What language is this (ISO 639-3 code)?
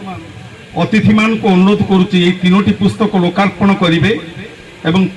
ori